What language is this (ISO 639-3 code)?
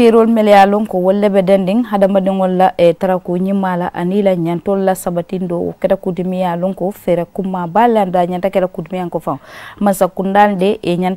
man